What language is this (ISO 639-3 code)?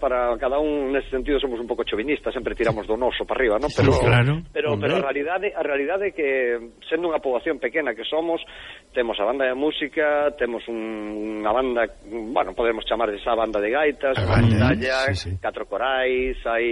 glg